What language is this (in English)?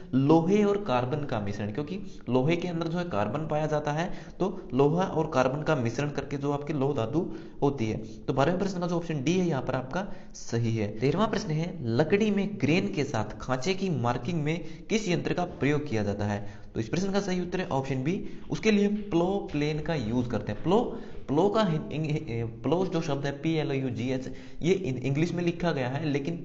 Hindi